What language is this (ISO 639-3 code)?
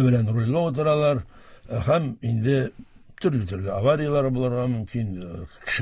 tat